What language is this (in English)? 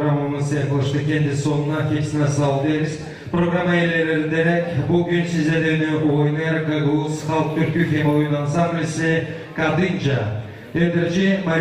Gagauz